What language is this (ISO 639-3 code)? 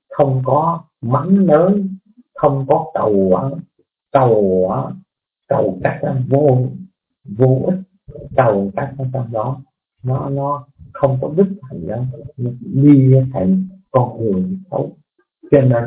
vie